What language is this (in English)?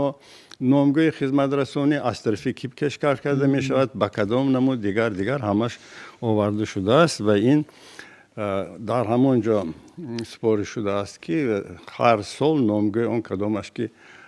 Tajik